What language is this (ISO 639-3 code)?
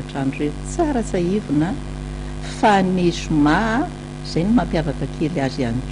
mlg